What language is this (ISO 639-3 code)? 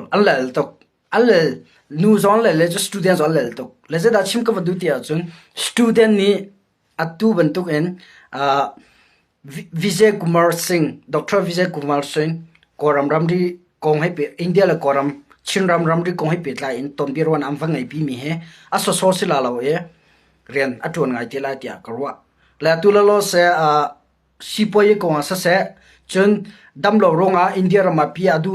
cnh